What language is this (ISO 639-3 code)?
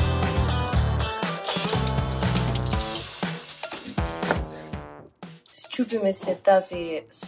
bul